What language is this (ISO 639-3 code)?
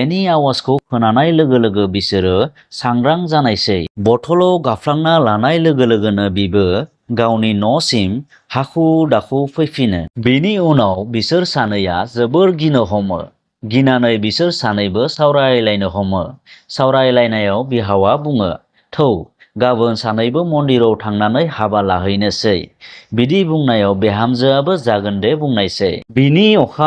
brx